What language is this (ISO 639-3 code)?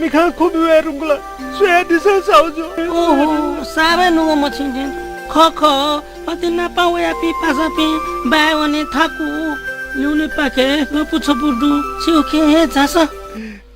new